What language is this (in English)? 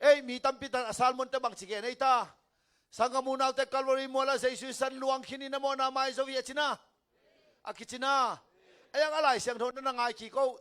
Tedim Chin